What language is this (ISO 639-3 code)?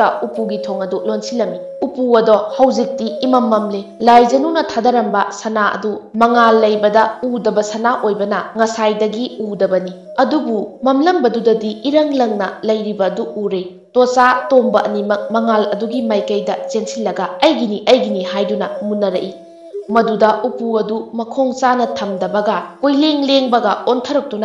mni